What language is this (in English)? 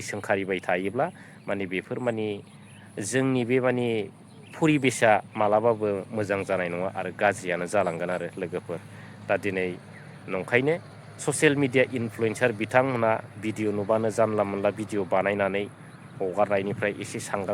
Bodo